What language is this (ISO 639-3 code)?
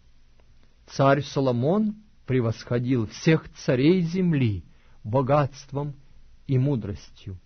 rus